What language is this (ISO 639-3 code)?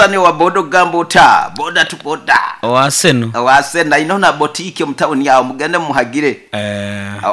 nyo